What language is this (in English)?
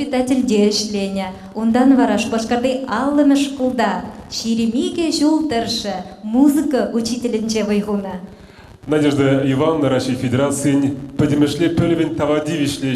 Chuvash